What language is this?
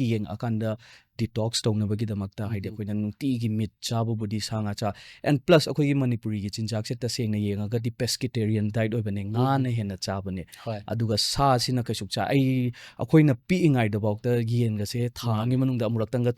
Manipuri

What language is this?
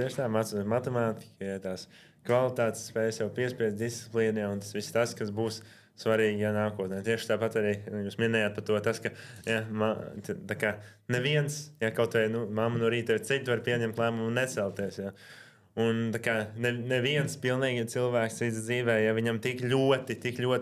Latvian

